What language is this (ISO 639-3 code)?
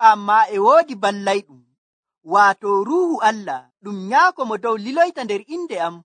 fuv